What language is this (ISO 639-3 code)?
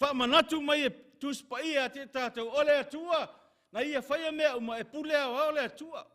smo